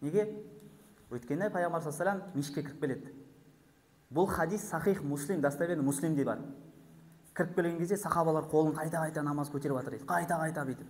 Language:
Kazakh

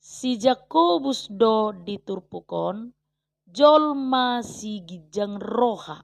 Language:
Batak Toba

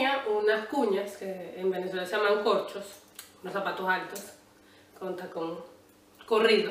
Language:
Spanish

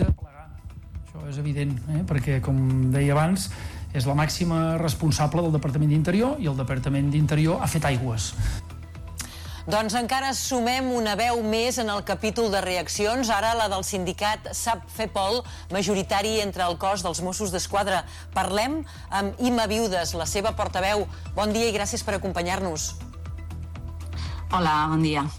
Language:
Catalan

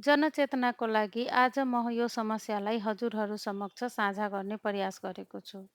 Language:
Nepali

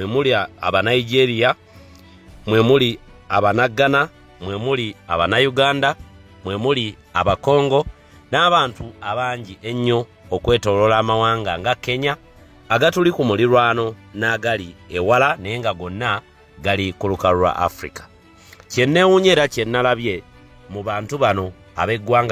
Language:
Ganda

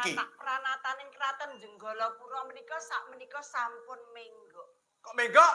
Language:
Javanese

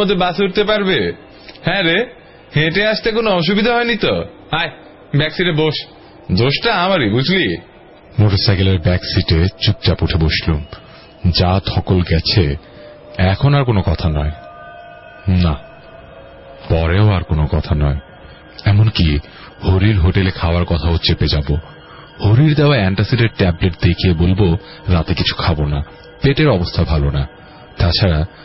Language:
Bangla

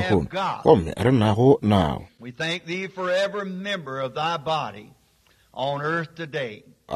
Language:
Northern Sotho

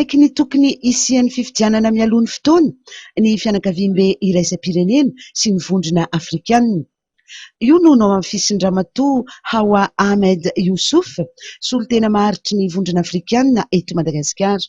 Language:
Malagasy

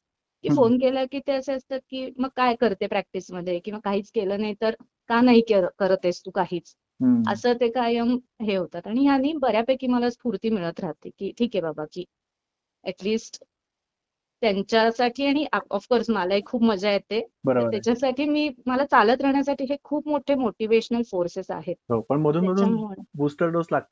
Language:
Marathi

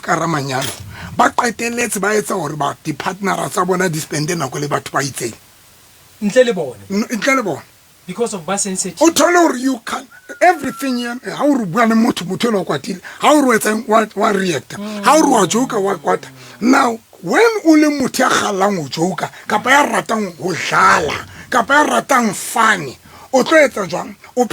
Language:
Southern Sotho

